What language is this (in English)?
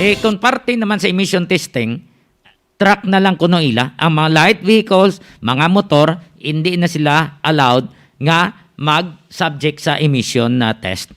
Hiligaynon